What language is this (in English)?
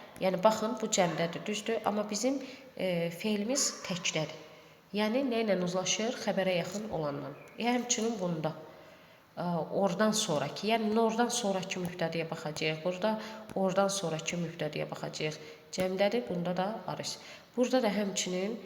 Azerbaijani